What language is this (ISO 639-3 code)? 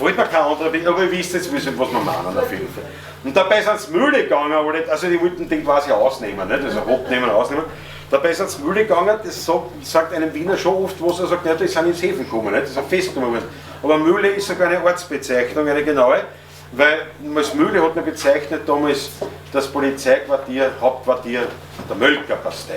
bar